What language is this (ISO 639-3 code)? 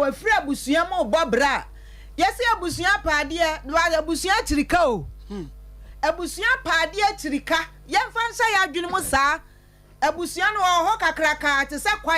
aka